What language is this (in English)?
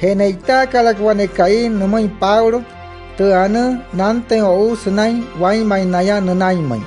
Wayuu